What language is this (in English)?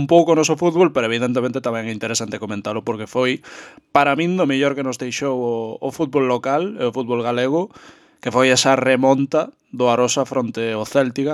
Galician